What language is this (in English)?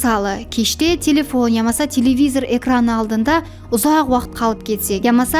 Kara-Kalpak